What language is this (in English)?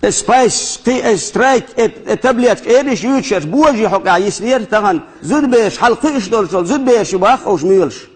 Chechen